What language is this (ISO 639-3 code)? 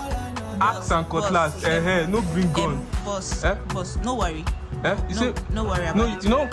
pcm